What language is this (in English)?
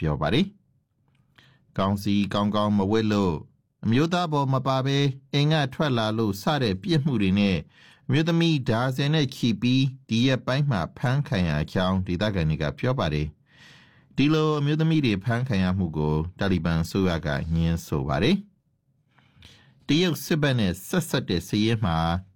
Burmese